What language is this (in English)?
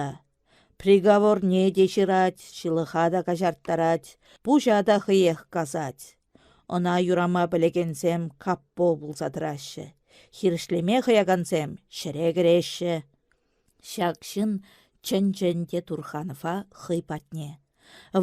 Chuvash